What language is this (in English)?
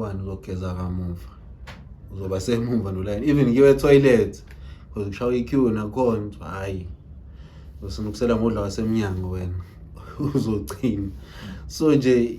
Zulu